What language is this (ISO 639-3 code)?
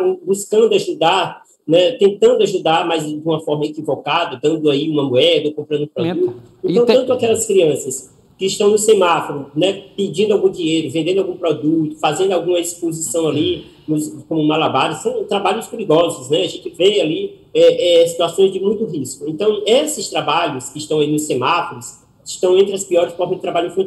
por